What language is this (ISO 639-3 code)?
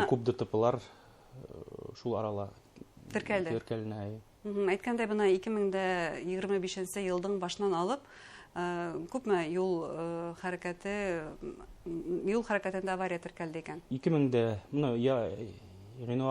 bak